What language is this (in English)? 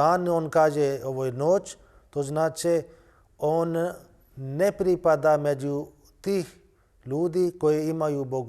Bosnian